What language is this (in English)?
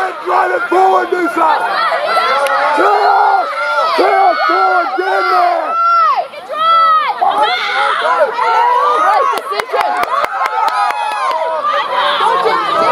English